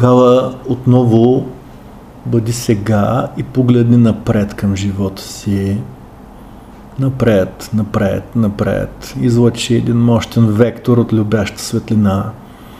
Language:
Bulgarian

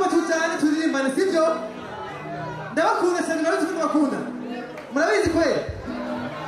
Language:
Kinyarwanda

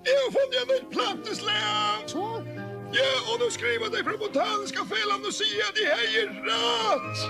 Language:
Faroese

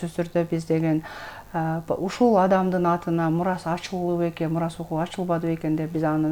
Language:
Kyrgyz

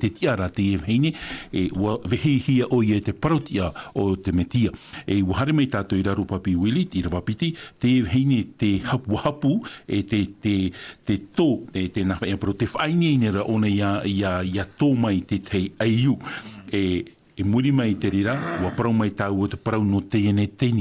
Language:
Tahitian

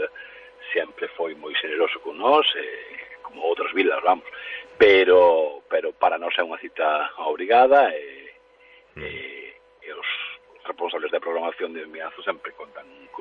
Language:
Galician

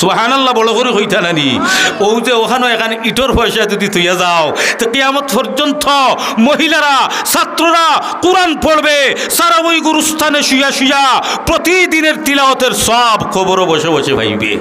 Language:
Sylheti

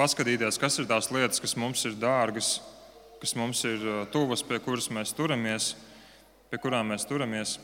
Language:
Latvian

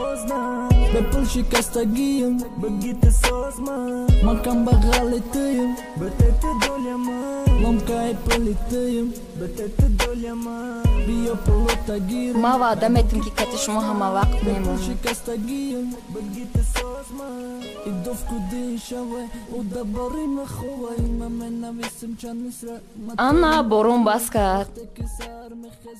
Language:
Tajik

